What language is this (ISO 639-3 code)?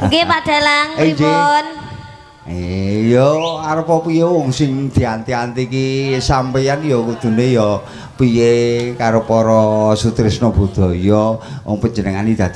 jav